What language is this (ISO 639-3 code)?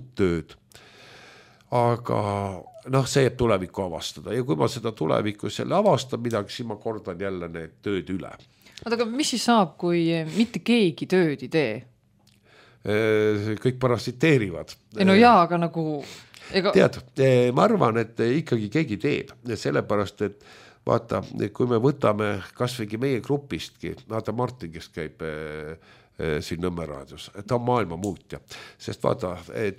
est